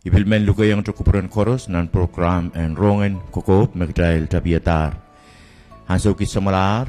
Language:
Pohnpeian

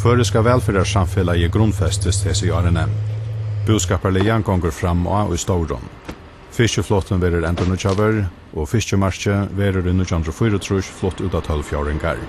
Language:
Faroese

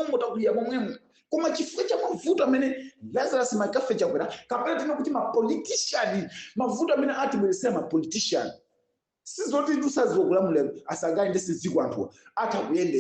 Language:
Nyanja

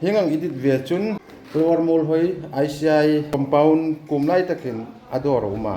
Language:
Hmar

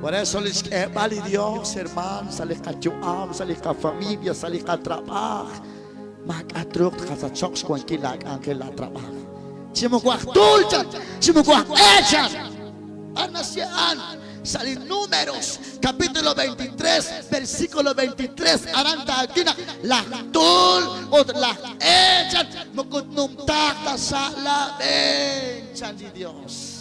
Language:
Kekchí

